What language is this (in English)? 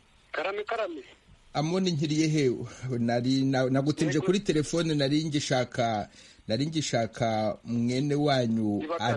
Kinyarwanda